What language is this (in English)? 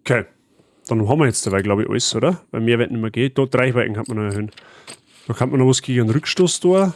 Bavarian